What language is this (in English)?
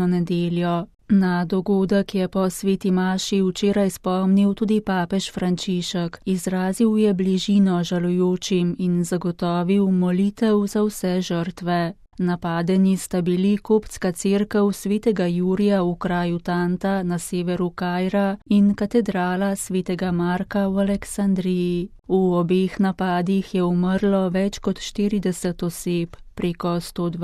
Slovenian